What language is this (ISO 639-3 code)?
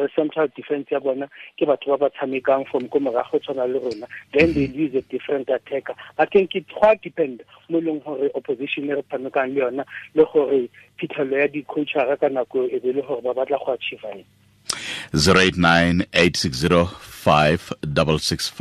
tsn